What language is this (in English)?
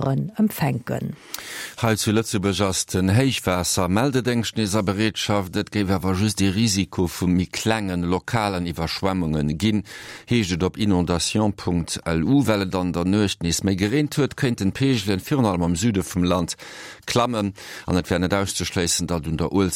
Luxembourgish